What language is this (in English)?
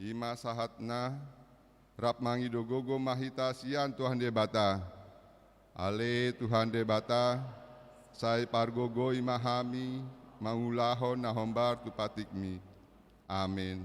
Batak Toba